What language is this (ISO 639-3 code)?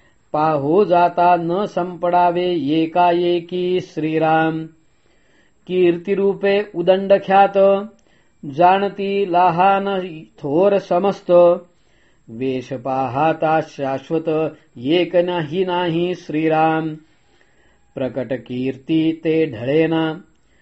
mar